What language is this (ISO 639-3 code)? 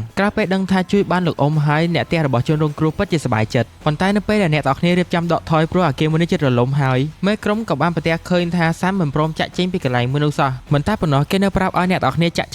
khm